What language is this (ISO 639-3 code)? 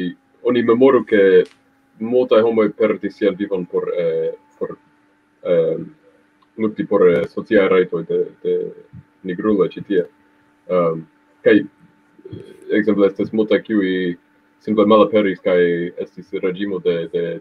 epo